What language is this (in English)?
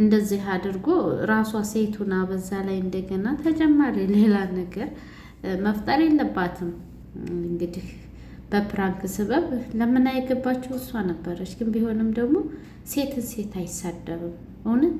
Amharic